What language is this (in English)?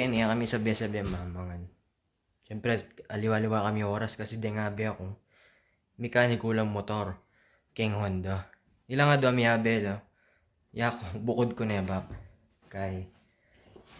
Pampanga